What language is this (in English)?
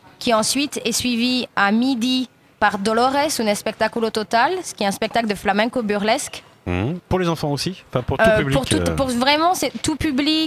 French